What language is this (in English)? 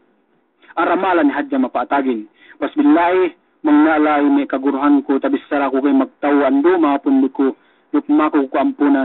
Yakan